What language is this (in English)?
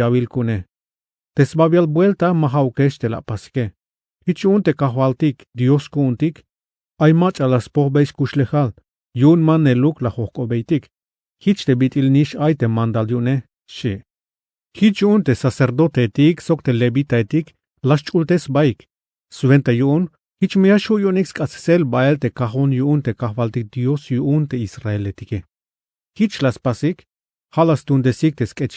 Tzeltal